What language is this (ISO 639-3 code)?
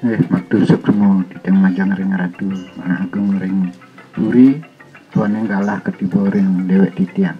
ban